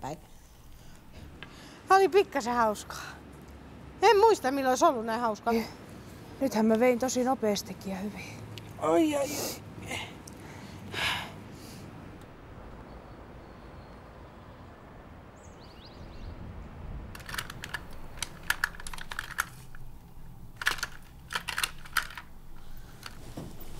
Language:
Finnish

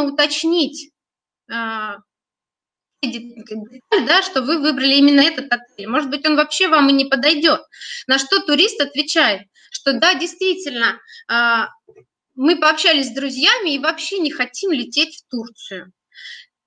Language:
Russian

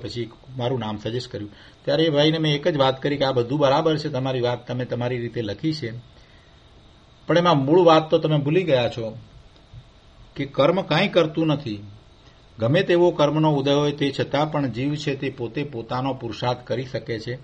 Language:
Gujarati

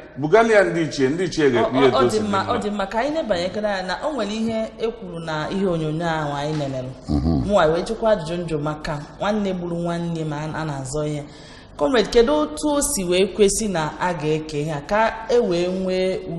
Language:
Igbo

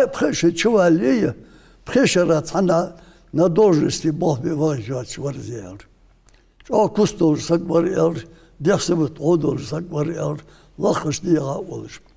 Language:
Ingush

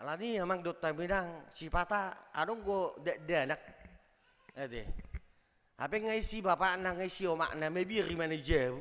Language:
Batak Toba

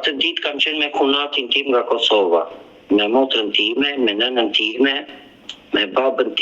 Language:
Albanian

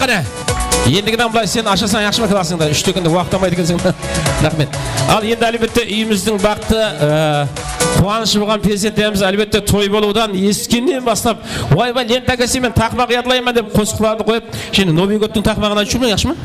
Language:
Kara-Kalpak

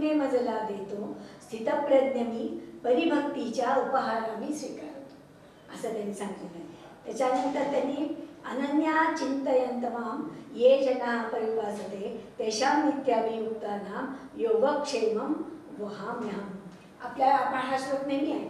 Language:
Marathi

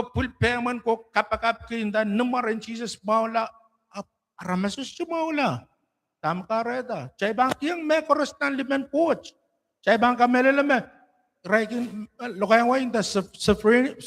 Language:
Pohnpeian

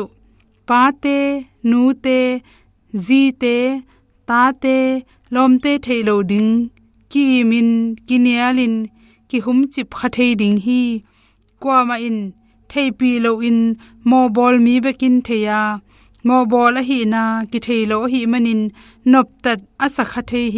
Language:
Tedim Chin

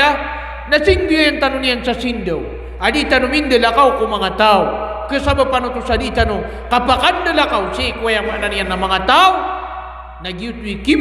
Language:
Maranao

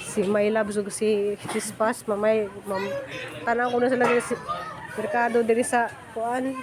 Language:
Cebuano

